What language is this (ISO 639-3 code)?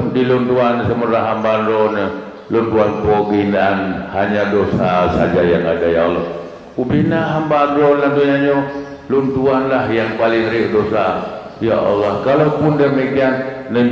ace